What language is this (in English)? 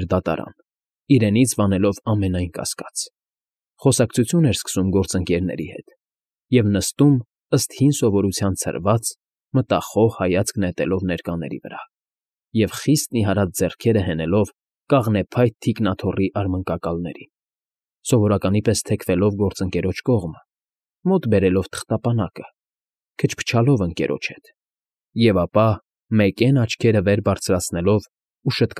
Armenian